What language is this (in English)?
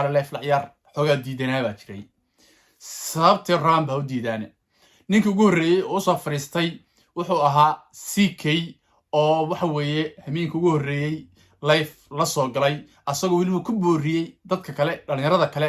Somali